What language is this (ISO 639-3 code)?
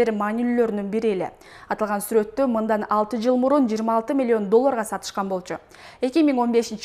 kir